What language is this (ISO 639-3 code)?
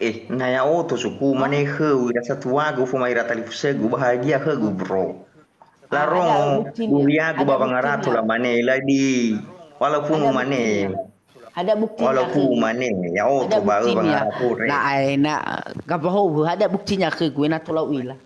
nia